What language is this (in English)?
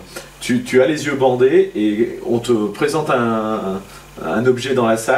French